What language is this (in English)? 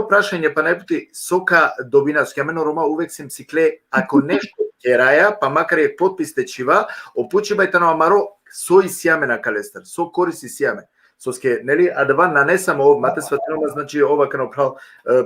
Balkan Romani